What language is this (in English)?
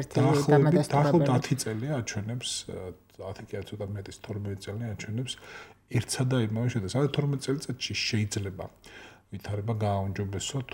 Georgian